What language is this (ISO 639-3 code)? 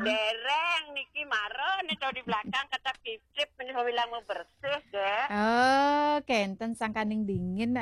ban